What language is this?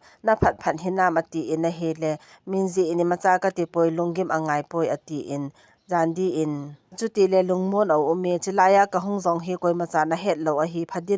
Thado Chin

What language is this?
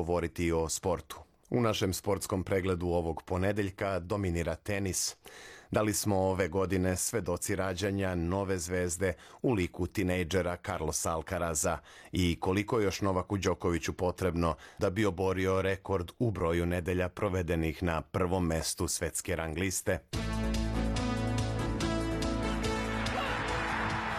Serbian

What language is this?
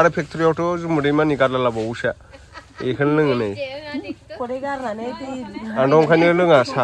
Bodo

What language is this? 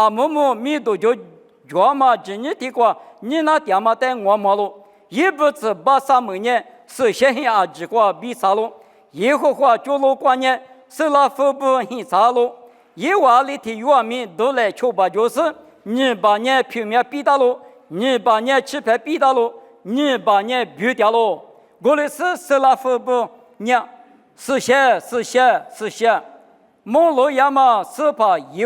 Lisu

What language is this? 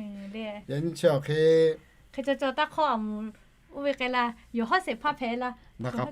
Lahu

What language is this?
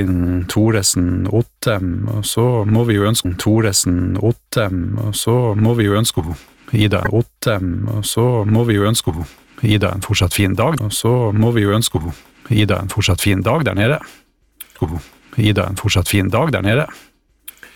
Norwegian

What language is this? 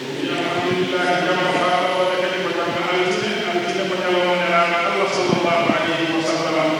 Fula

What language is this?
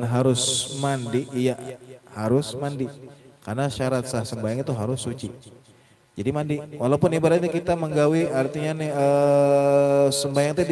Banjar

